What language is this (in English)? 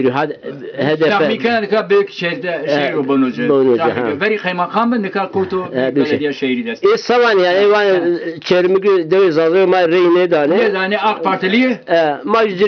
Zaza